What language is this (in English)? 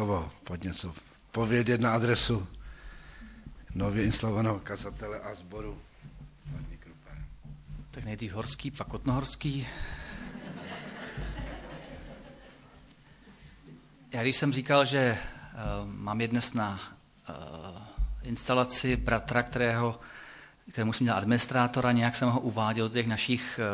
Czech